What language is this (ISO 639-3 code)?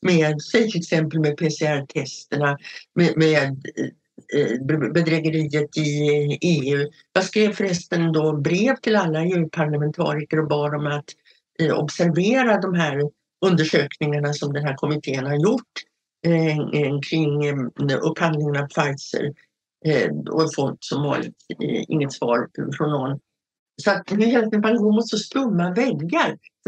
swe